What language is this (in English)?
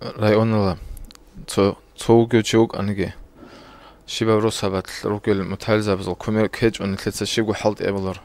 Avaric